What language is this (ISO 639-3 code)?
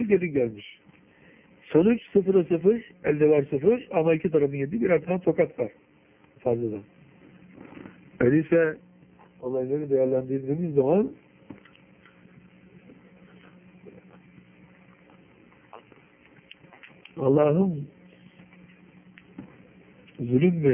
tur